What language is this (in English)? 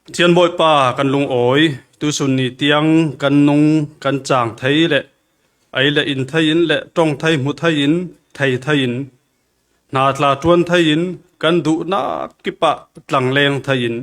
Falam Chin